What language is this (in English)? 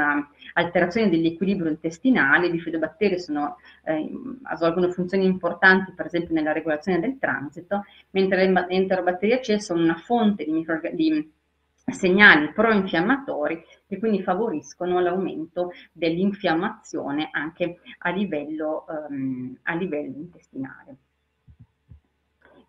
Italian